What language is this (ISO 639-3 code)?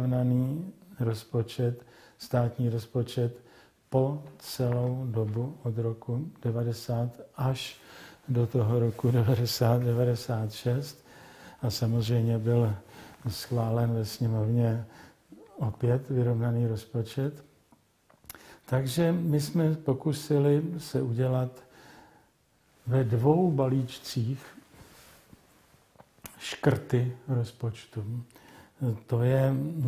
ces